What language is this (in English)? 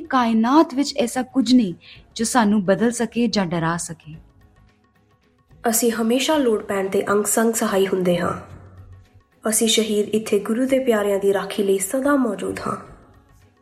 Punjabi